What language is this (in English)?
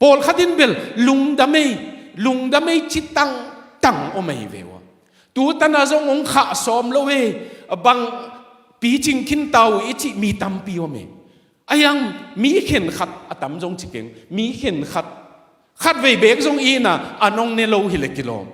Tedim Chin